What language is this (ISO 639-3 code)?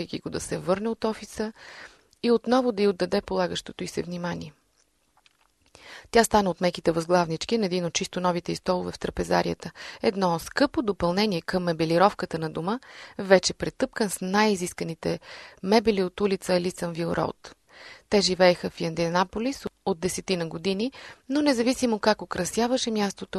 bul